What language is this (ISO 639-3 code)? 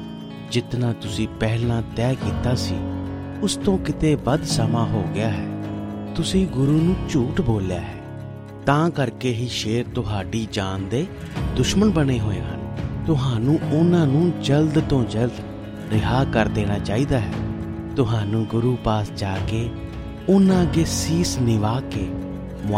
pan